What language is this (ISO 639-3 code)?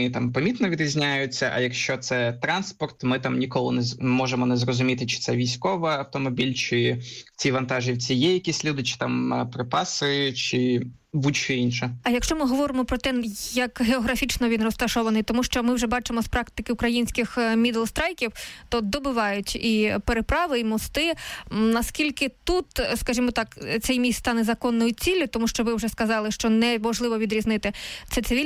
ukr